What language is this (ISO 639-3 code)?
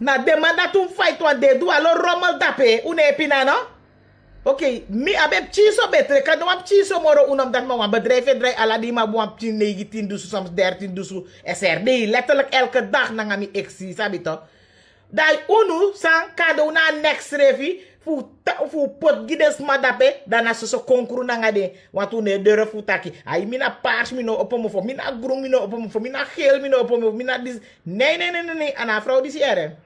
srn